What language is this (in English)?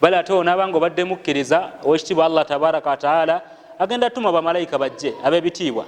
Ganda